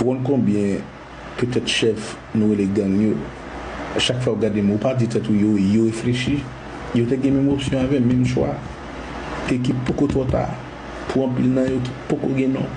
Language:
Haitian Creole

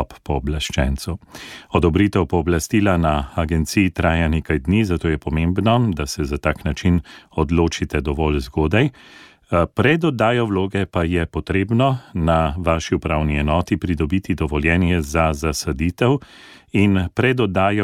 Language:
Slovenian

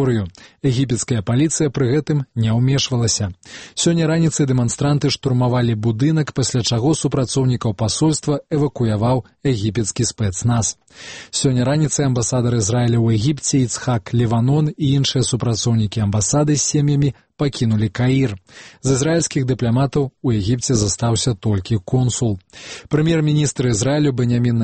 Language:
Belarusian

